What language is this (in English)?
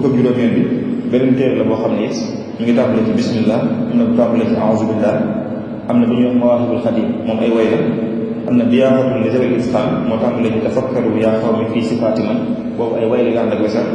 Wolof